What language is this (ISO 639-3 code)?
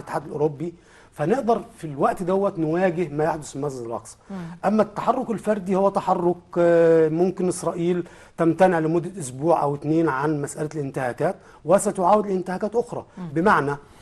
arz